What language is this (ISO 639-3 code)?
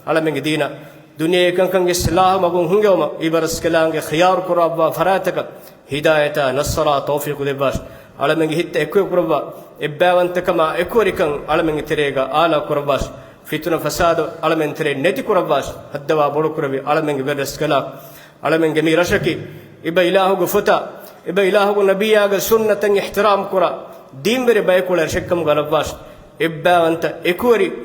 div